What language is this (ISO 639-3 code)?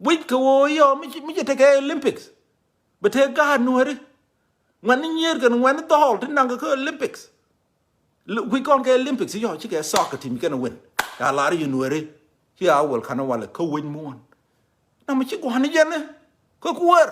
nus